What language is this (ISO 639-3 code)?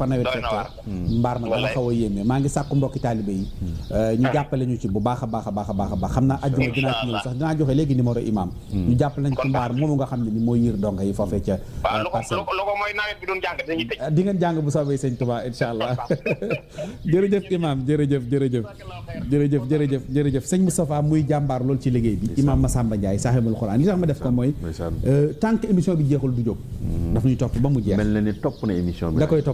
wol